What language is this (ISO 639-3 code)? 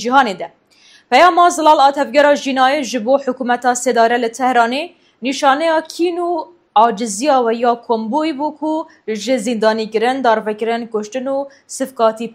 kur